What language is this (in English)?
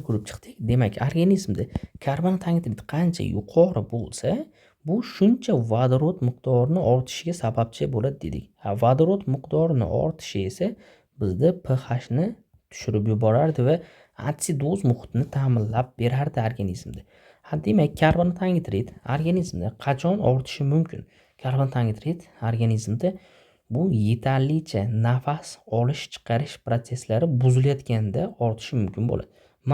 Uzbek